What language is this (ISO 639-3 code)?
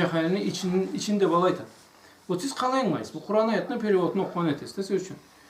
krc